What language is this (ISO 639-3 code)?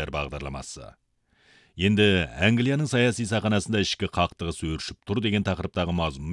kaz